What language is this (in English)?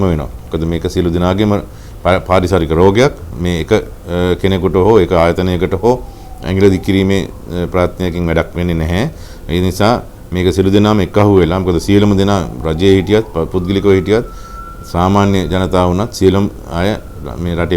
Sinhala